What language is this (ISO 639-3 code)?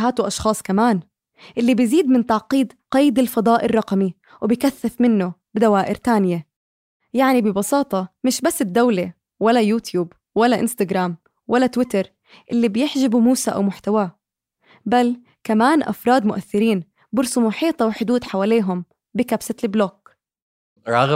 apc